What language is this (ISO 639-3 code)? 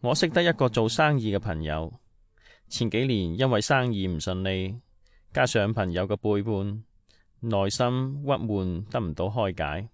yue